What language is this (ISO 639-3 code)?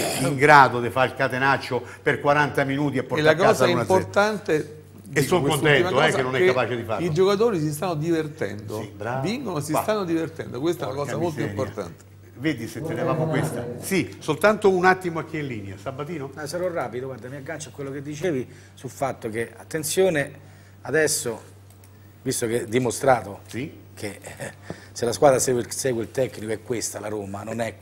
ita